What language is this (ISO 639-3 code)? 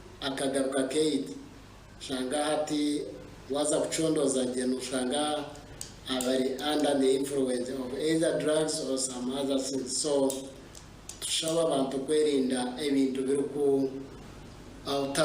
nyn